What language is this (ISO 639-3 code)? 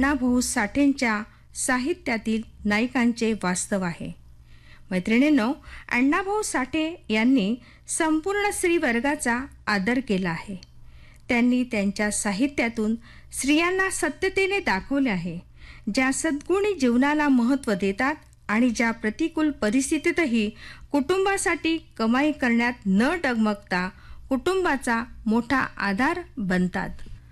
mar